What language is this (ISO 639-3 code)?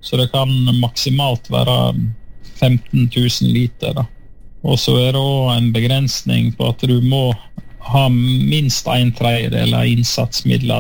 nor